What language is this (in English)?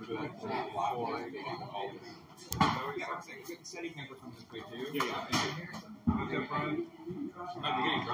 English